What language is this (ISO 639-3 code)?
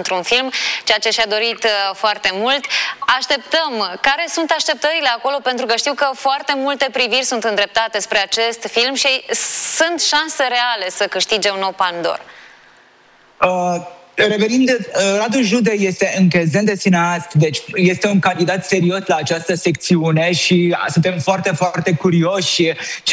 ron